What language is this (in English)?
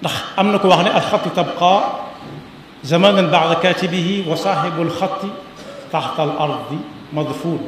Wolof